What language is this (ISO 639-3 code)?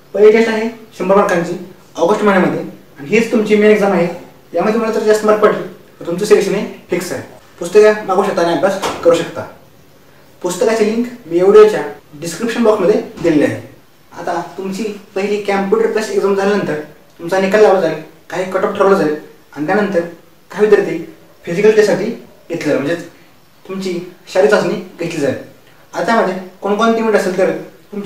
mar